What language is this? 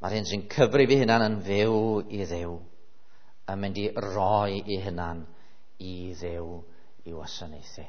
Welsh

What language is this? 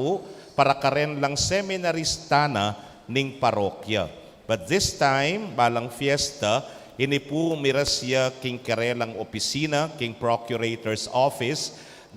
Pampanga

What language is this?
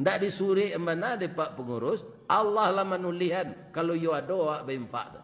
Minangkabau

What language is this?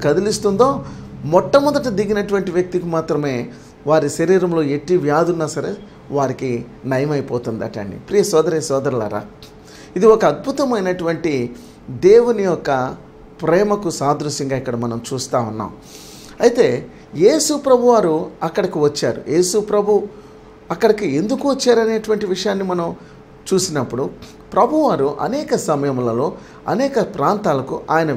Telugu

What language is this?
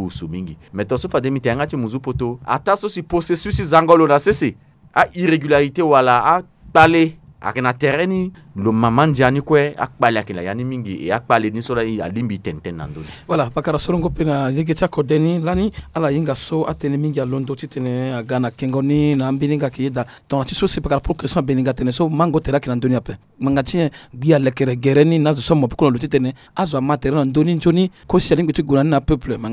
Sango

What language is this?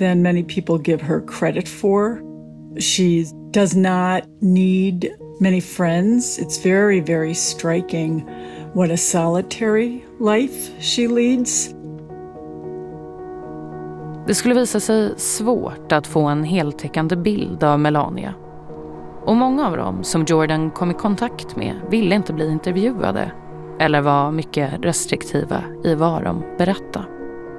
Swedish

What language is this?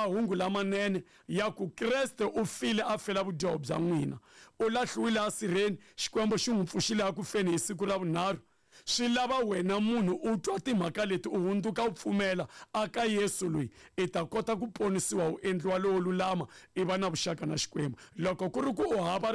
Tsonga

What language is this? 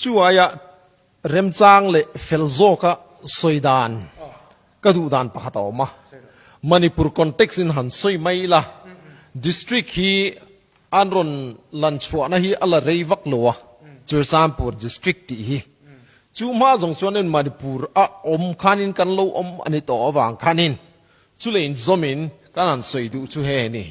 Thado Chin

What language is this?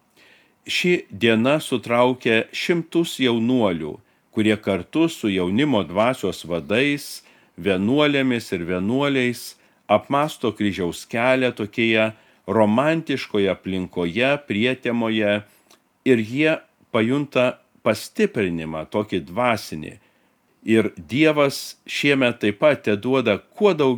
Lithuanian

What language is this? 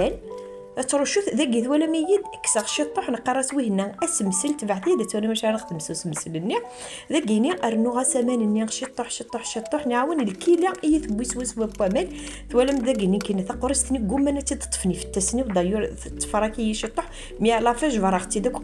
Kabyle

